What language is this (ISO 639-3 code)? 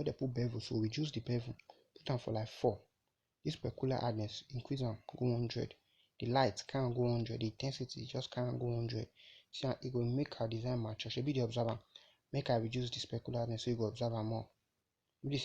pcm